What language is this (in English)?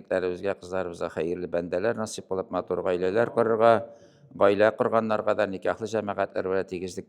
Tatar